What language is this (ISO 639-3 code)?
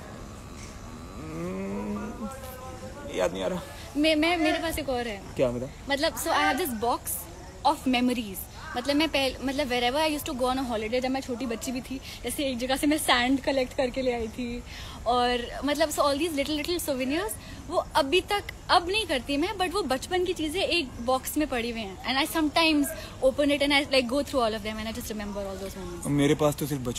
hin